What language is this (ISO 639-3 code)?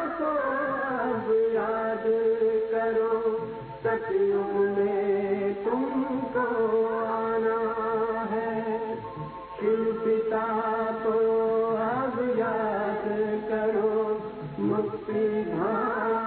hin